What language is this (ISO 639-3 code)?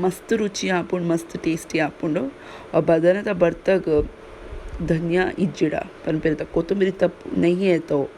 tcy